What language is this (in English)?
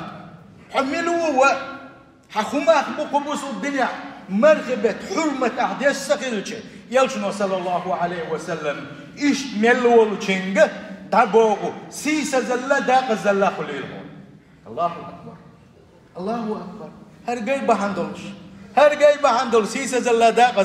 Chechen